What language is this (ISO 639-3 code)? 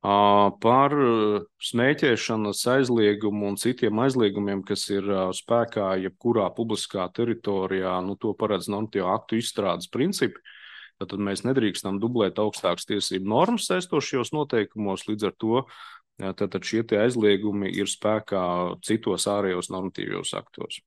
lav